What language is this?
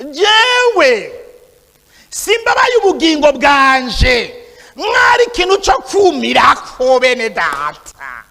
Rundi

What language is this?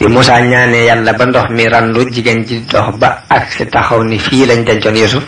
Wolof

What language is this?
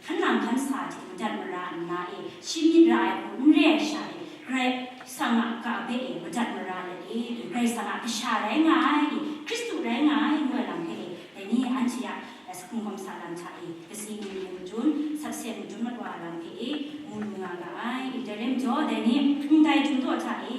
Kachin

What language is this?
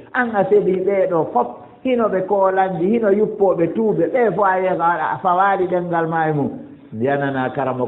Fula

